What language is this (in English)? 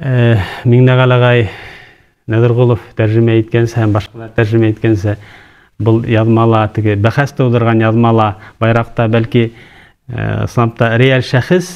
Bashkir